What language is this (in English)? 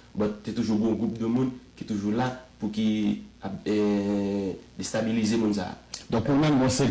Haitian Creole